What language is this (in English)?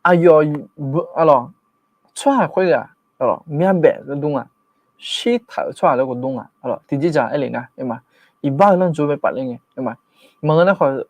Akha